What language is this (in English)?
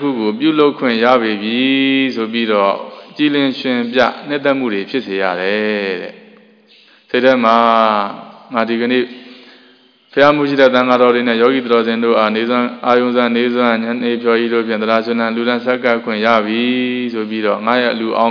Burmese